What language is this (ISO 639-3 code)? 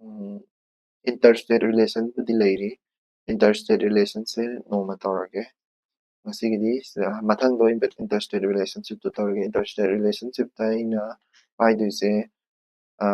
mni